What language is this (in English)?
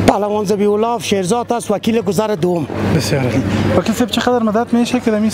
Persian